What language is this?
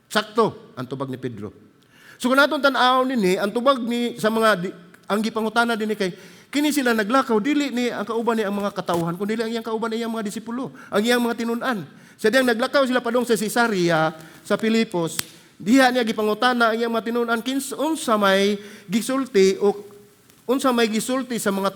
Cebuano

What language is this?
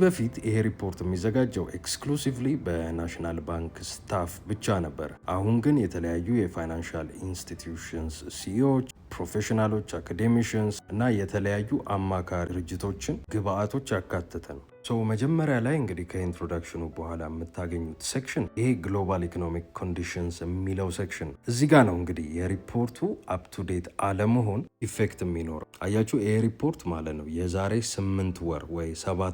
Amharic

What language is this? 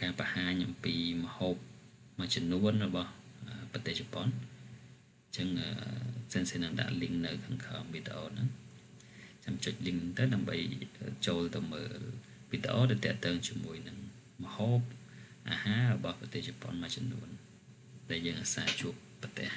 Khmer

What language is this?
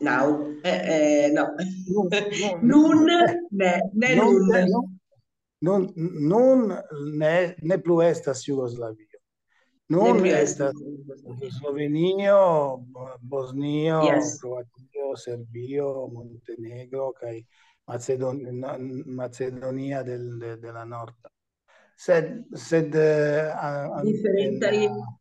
Esperanto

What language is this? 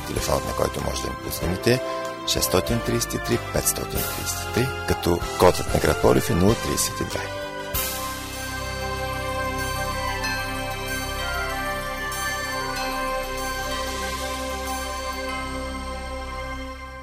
Bulgarian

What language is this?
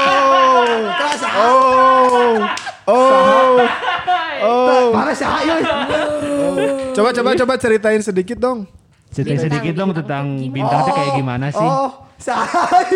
Indonesian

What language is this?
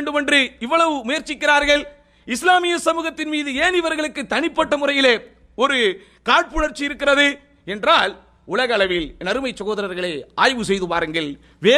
Tamil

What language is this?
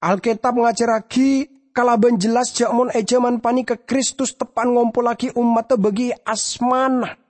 Madurese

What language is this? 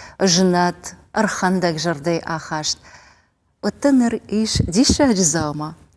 Ossetic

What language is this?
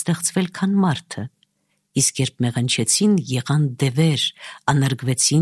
Armenian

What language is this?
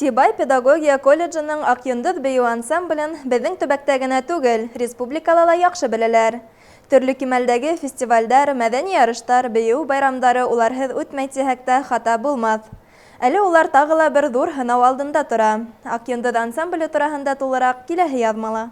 Bashkir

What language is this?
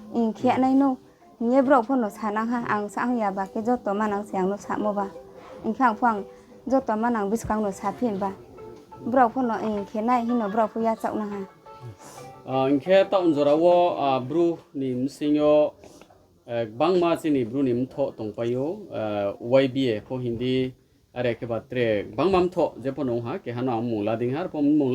Riang (India)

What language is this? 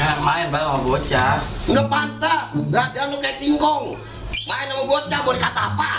Betawi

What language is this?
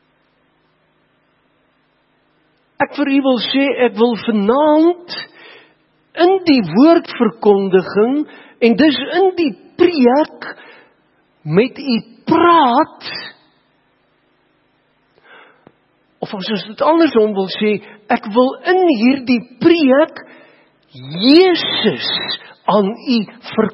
Afrikaans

